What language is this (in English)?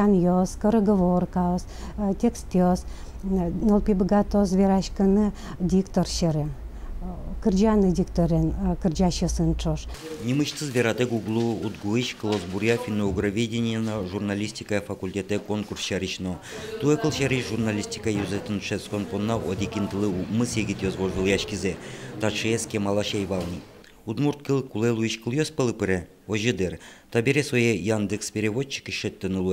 Udmurt